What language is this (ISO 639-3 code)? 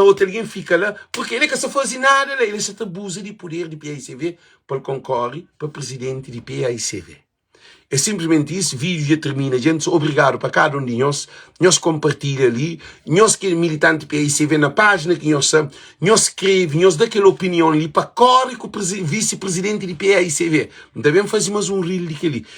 kea